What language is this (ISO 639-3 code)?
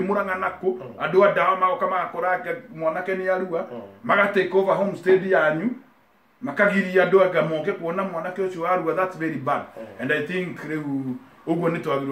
kik